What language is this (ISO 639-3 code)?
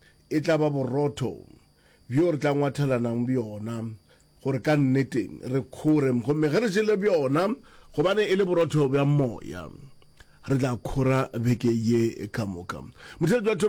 nso